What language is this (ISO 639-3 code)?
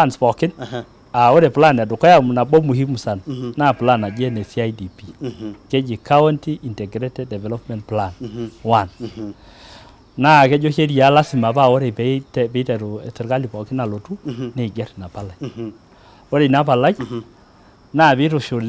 mas